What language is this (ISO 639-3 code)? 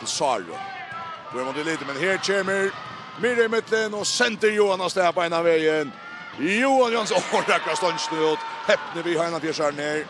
fao